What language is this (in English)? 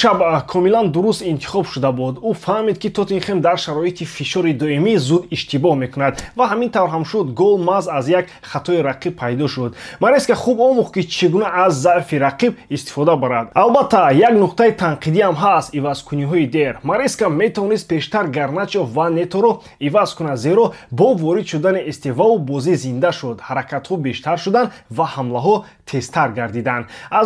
Tajik